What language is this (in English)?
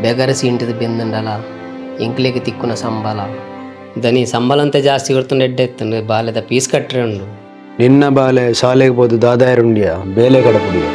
Tulu